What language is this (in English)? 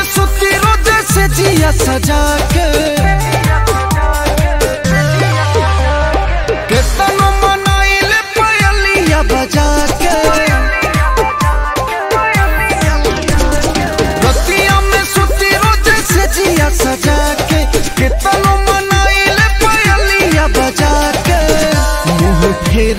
Bhojpuri